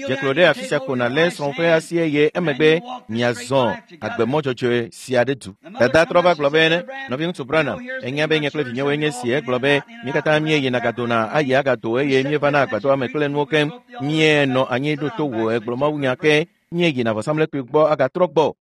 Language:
Ewe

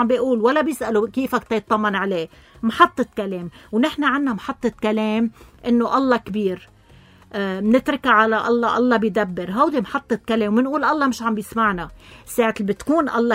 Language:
North Levantine Arabic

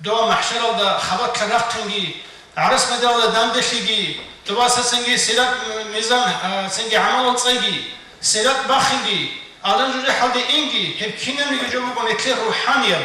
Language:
Avaric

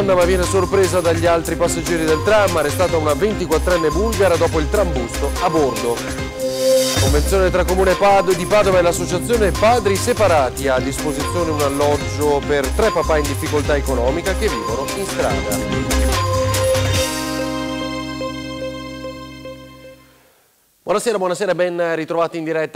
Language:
Italian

